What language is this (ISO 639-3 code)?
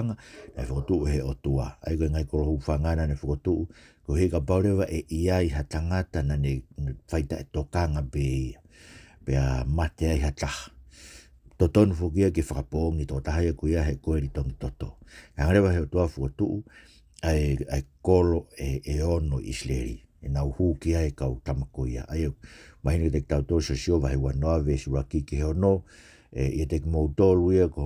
ton